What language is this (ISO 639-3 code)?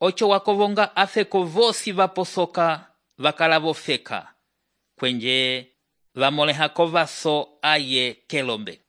umb